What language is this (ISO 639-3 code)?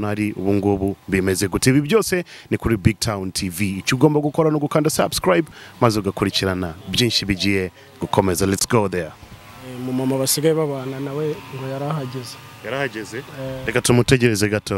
kin